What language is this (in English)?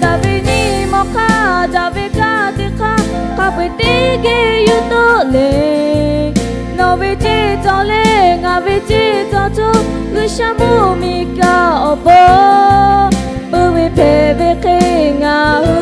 Lahu